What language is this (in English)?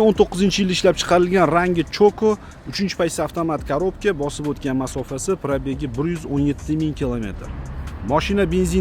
Uzbek